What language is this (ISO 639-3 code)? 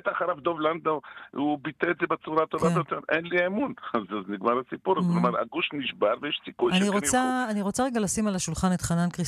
heb